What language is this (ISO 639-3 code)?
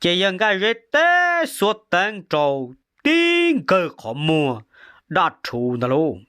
hmn